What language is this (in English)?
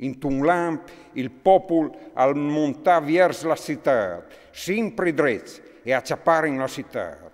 Friulian